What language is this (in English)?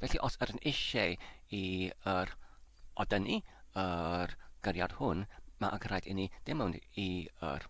Welsh